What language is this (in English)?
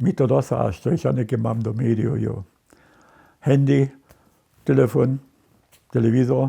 Upper Sorbian